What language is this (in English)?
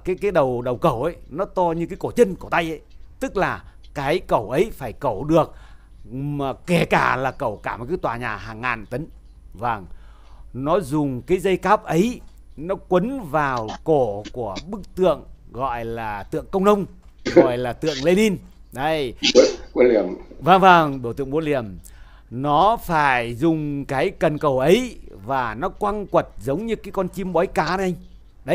Vietnamese